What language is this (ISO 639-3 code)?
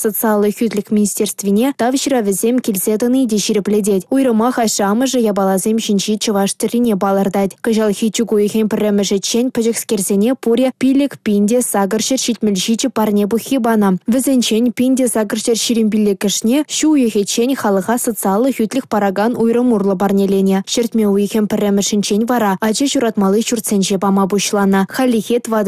chv